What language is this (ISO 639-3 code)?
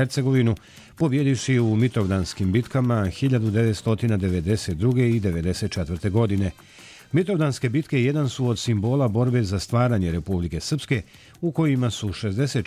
bos